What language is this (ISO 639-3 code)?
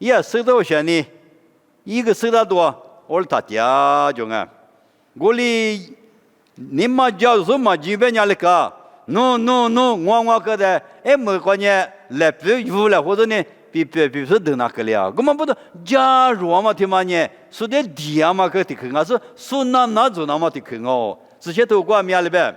lis